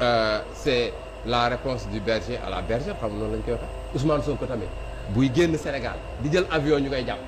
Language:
Wolof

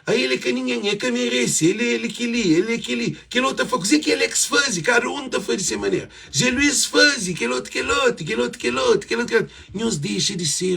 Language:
Kabuverdianu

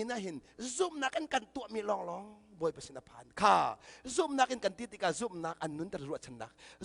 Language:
Hakha Chin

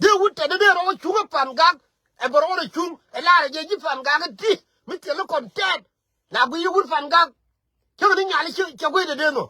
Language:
Nuer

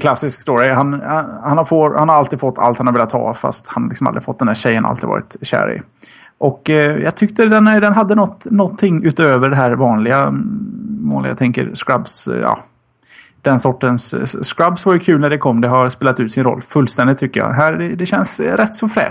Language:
Swedish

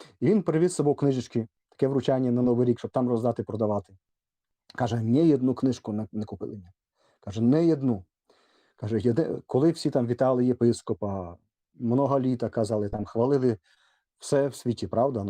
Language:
Rusyn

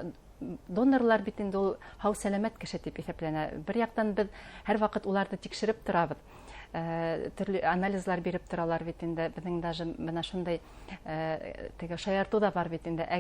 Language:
Bashkir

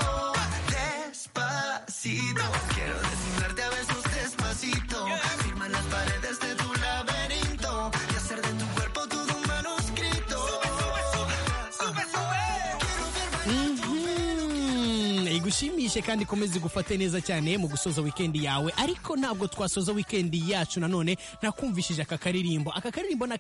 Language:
Kinyarwanda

